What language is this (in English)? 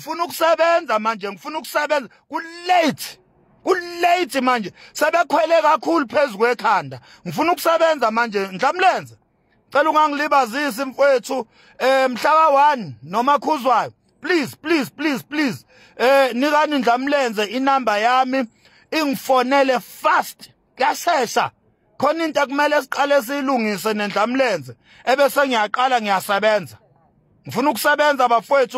Zulu